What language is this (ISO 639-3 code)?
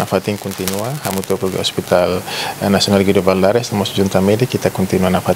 tet